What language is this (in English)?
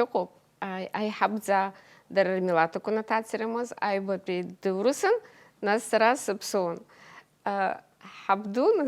Abkhazian